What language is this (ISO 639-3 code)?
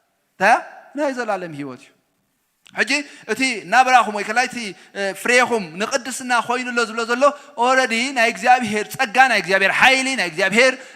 tir